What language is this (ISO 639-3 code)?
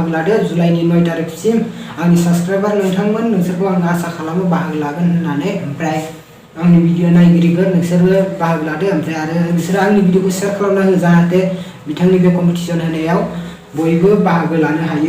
brx